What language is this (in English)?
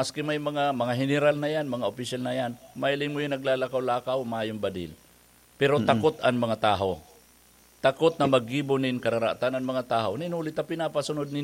Bikol